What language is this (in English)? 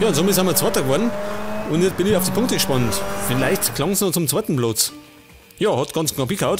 Bavarian